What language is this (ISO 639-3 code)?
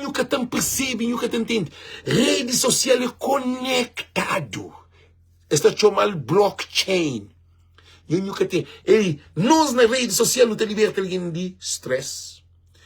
kea